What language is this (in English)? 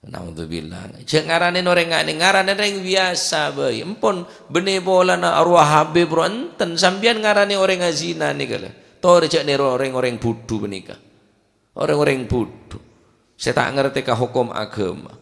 Madurese